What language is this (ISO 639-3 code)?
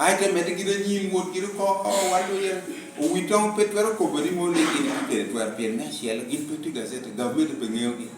laj